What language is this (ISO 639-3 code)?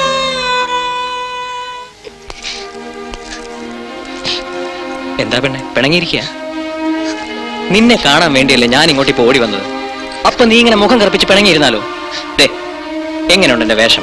mal